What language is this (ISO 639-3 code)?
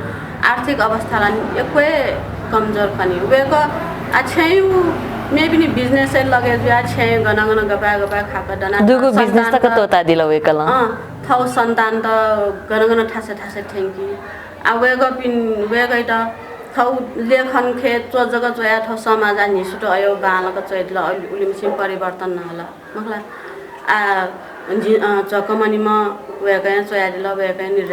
new